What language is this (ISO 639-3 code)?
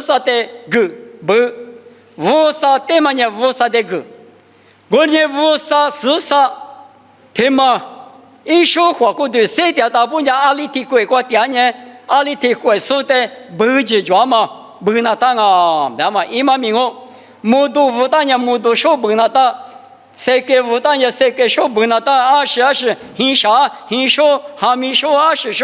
lis